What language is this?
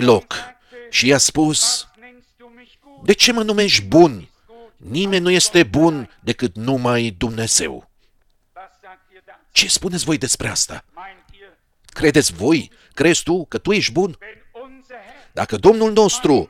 Romanian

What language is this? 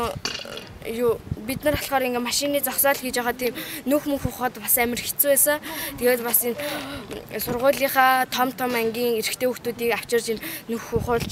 Mongolian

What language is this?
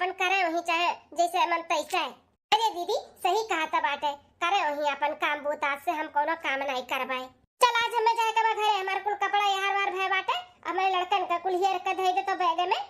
Bhojpuri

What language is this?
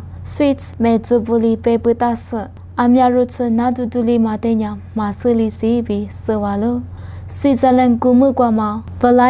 Lisu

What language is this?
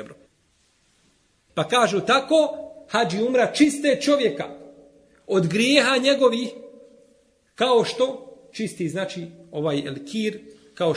Bosnian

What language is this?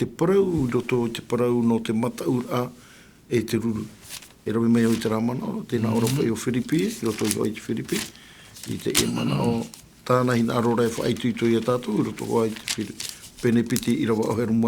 Tahitian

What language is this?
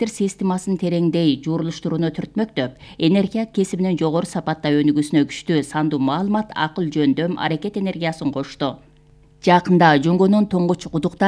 Kyrgyz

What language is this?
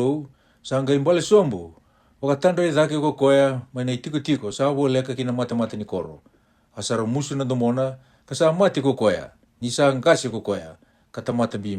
Fijian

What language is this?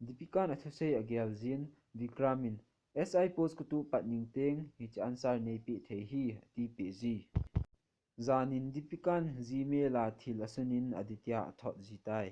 Thado Chin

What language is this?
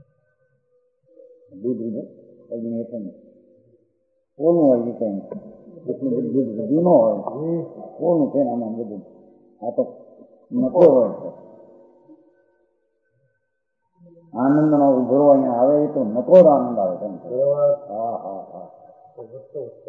Gujarati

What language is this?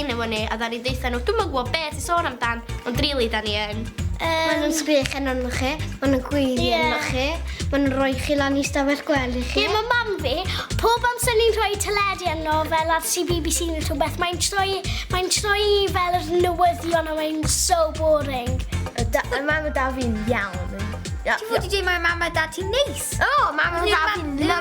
Welsh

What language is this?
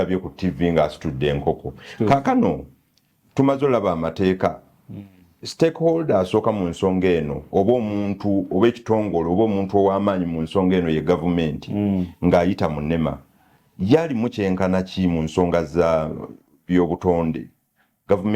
Ganda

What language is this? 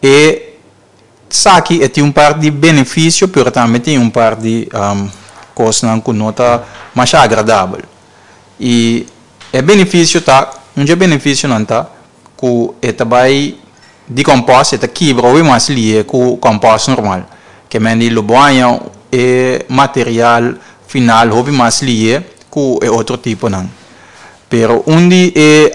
Papiamento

